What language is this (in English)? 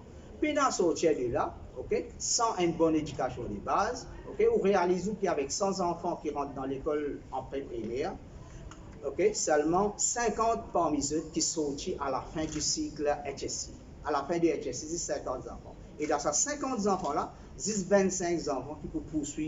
Morisyen